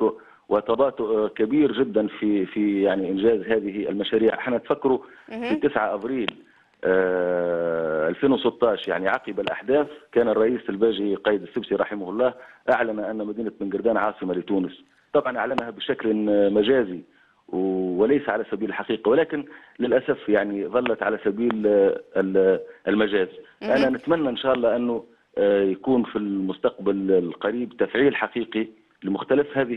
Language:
Tunisian Arabic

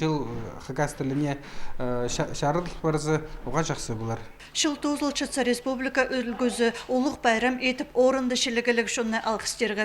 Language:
Khakas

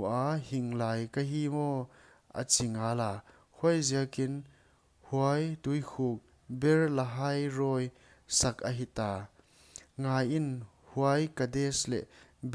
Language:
Paite Chin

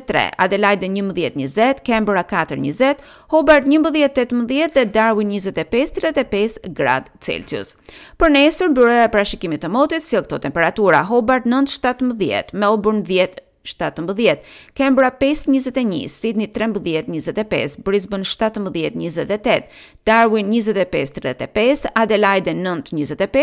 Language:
Albanian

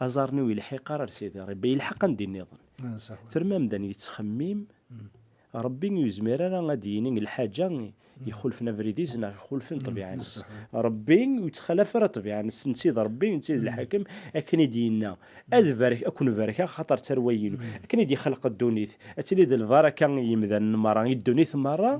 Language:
Kabyle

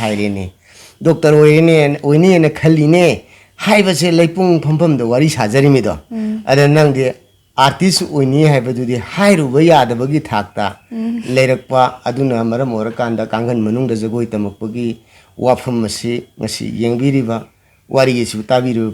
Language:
Manipuri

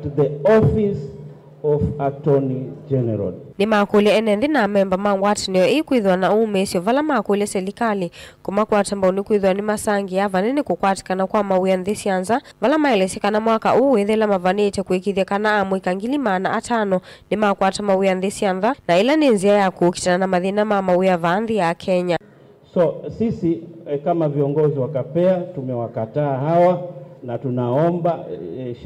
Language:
Kamba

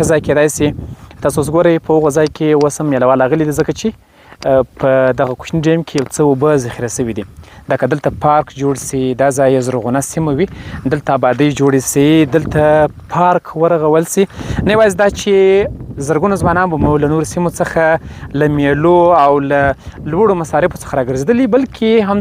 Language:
Pashto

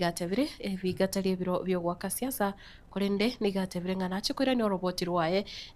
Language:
Gusii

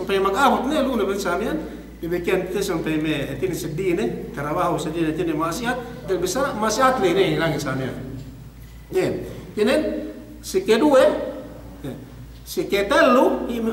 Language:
Yakan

